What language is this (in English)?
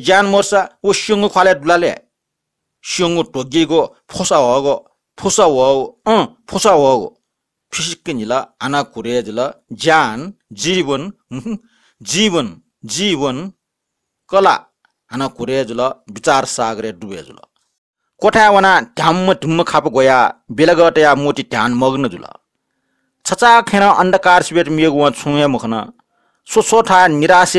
Newari